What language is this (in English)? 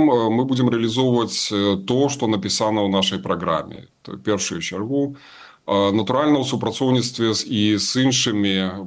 Belarusian